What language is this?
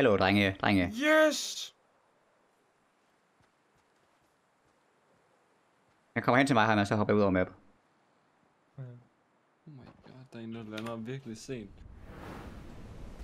Danish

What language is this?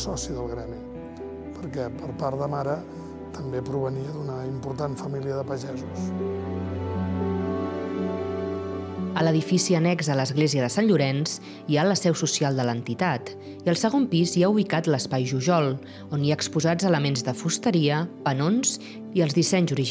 Catalan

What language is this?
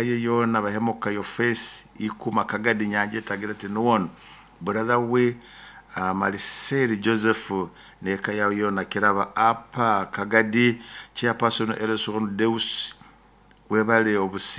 Nyoro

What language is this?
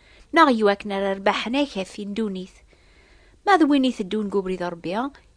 Kabyle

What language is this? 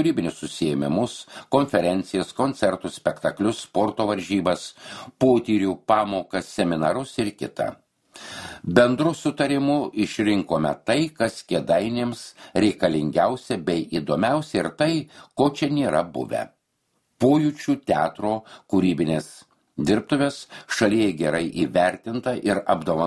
Lithuanian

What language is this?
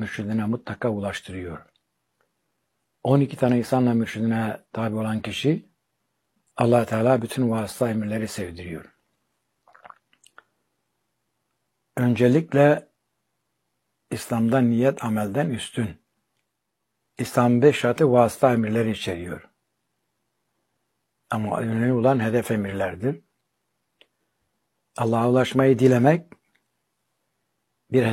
Turkish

